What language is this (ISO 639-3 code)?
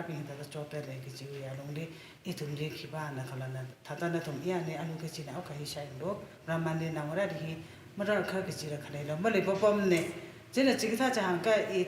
nmf